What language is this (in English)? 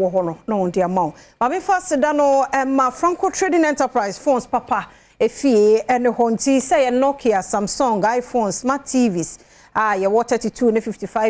Akan